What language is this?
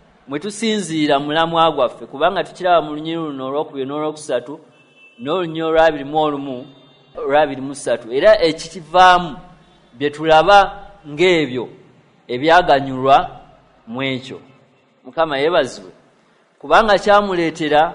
Ganda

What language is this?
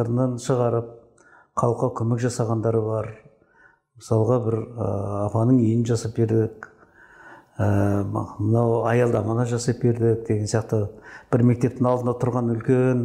Kazakh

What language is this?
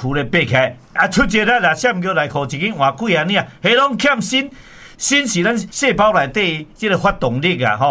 Min Nan Chinese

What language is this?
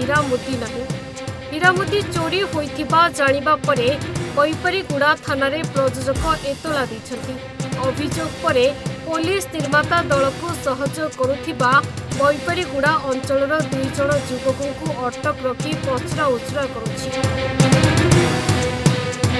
Odia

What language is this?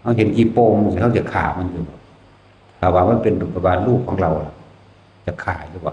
Northeastern Thai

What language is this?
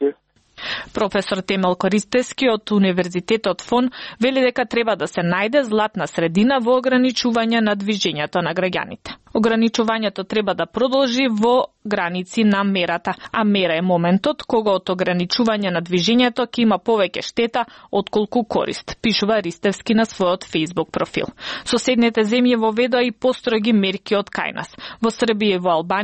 Macedonian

